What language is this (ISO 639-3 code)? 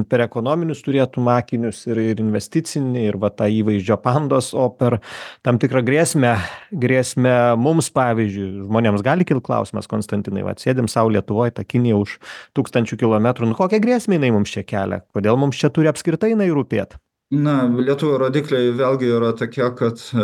lit